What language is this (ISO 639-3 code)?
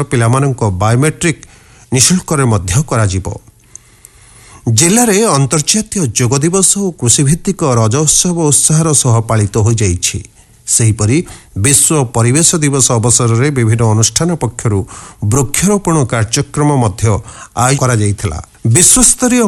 ori